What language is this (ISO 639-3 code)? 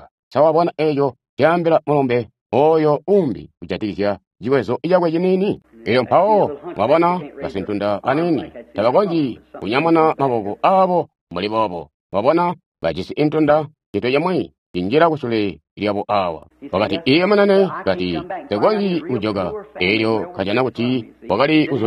toi